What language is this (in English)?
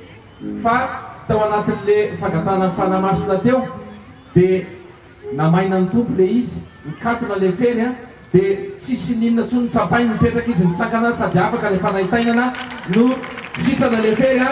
Malagasy